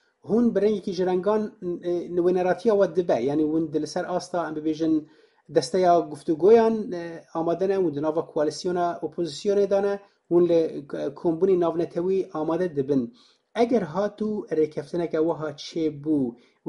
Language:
Kurdish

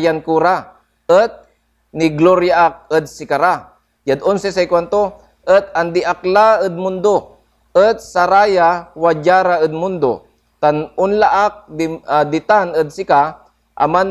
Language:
Pangasinan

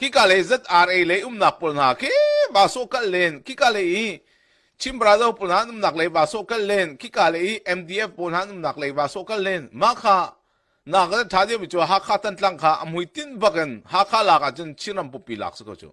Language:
Hakha Chin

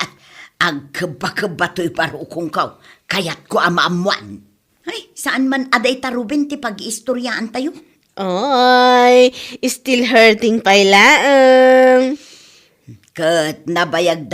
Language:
Iloko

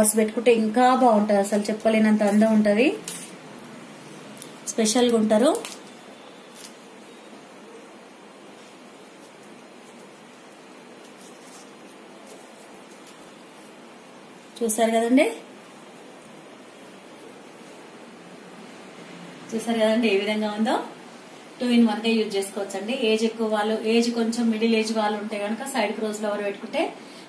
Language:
Telugu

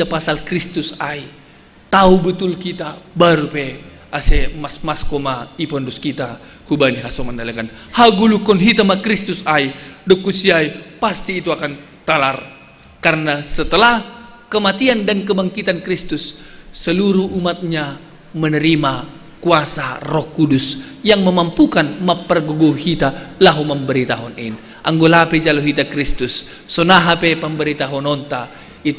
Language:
Batak Simalungun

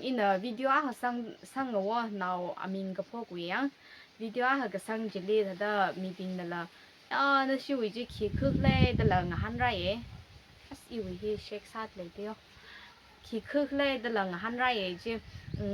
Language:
Tangkhul Naga (India)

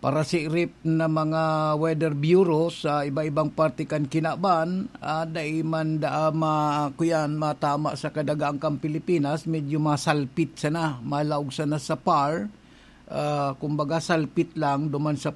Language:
Bikol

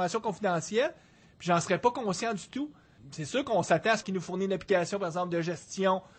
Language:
French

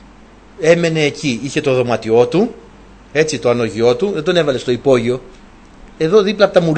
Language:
Greek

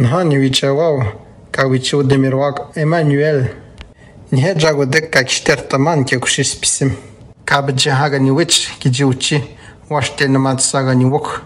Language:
Atikamekw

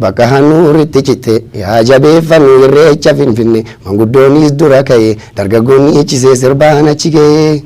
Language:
Oromo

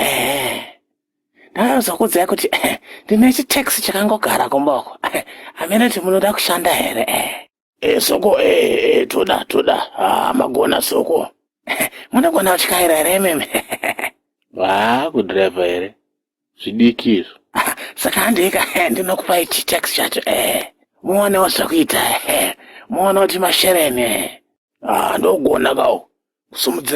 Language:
Shona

